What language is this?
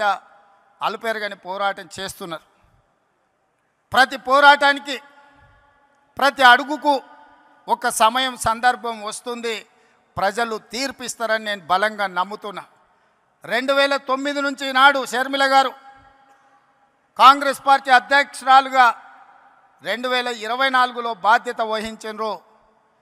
Telugu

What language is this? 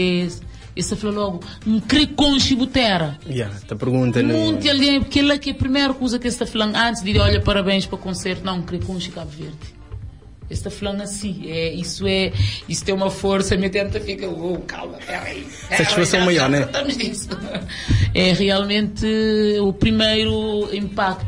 Kabuverdianu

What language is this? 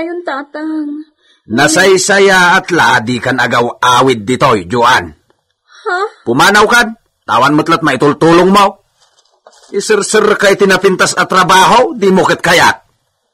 Iloko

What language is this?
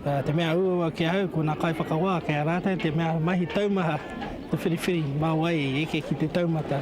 Māori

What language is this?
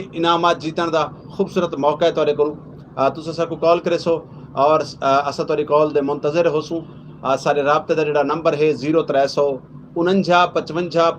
Saraiki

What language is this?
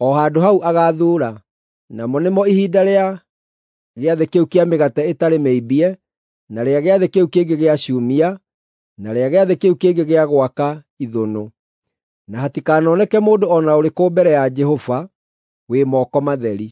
Kikuyu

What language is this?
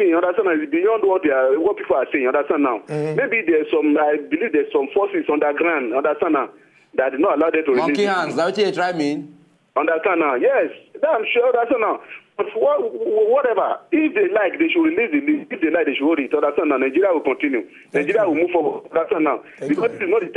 Nigerian Pidgin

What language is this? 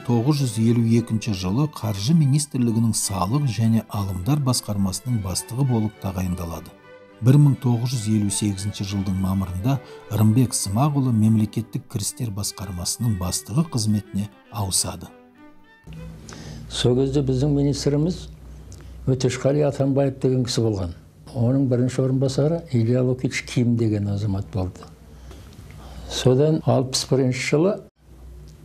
Kazakh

